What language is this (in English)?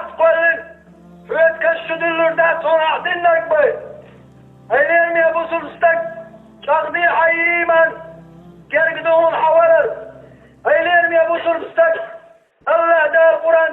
Chechen